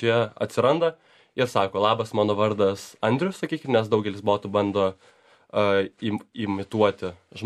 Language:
Lithuanian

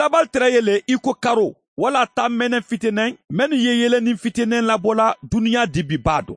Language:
Mandingo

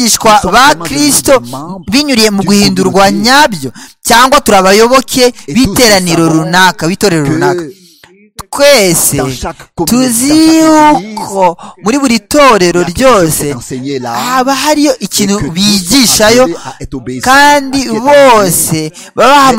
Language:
Kinyarwanda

